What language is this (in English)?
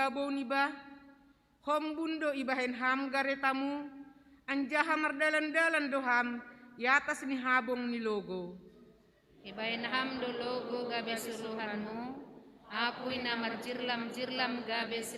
Batak Simalungun